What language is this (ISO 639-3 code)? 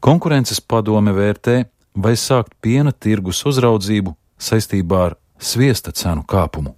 lav